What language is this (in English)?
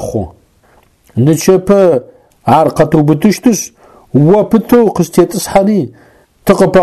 Adyghe